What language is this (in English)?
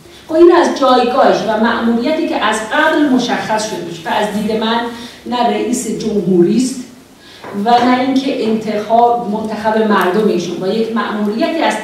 Persian